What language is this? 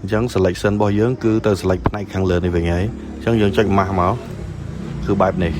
Khmer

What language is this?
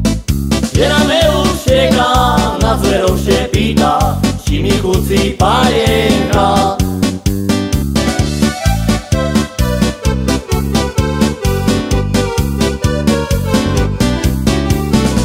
Slovak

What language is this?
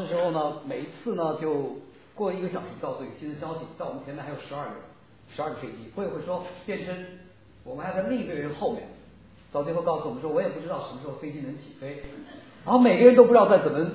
Chinese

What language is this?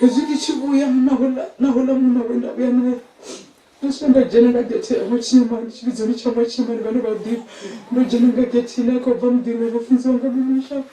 Venda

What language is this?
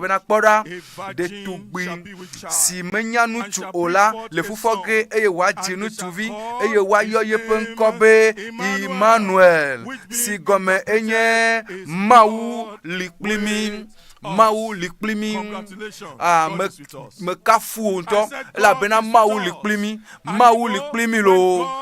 Ewe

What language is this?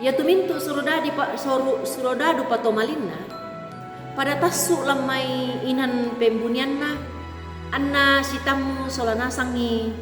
Toraja-Sa'dan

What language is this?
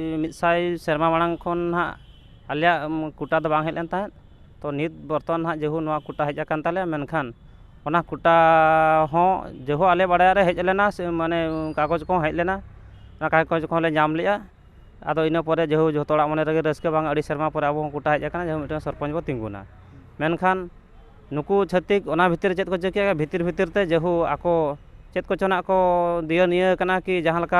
Santali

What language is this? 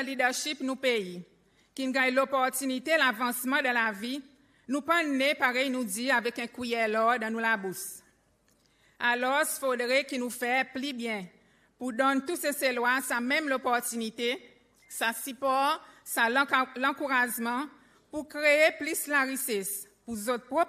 Seselwa Creole French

